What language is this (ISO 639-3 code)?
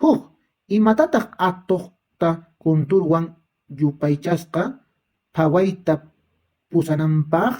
que